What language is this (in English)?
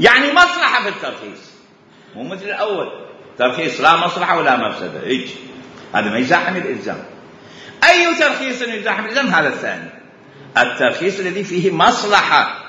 Mesopotamian Arabic